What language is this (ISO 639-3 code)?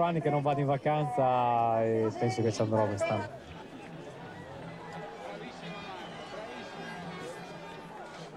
ita